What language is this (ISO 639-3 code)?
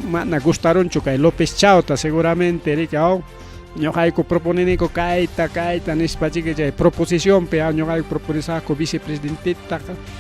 quy